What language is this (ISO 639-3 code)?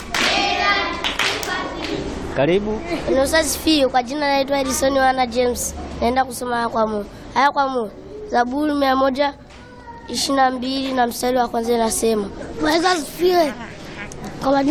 swa